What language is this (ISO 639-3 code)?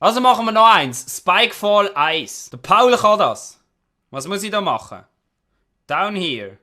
gsw